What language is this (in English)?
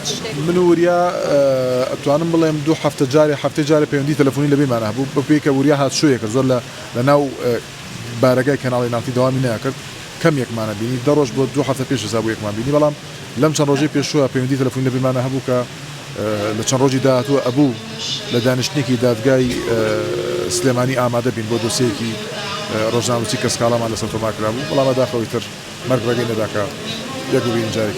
Central Kurdish